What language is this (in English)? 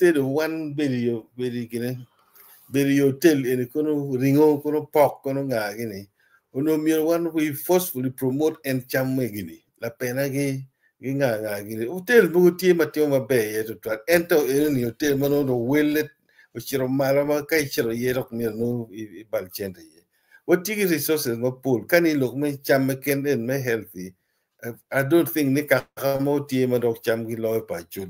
Acoli